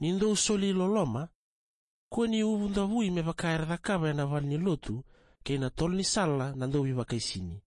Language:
Fijian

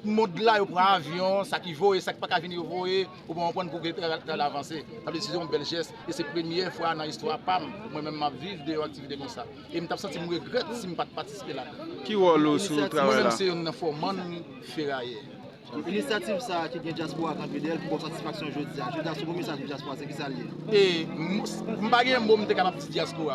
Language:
Haitian Creole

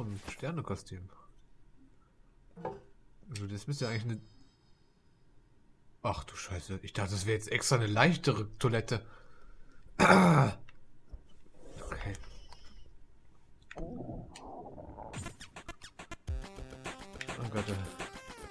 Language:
German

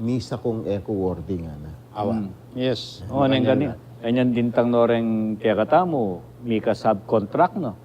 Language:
Pampanga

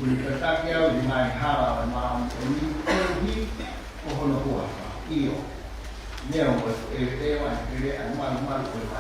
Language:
Tongan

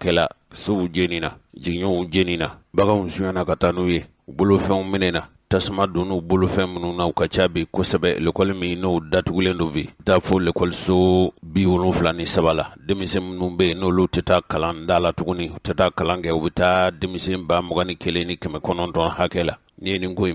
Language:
Bambara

